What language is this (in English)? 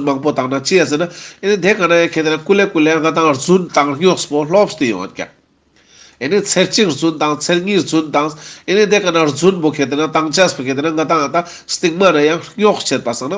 Ladakhi